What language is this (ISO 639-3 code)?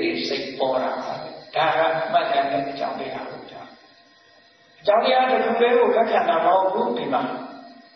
mya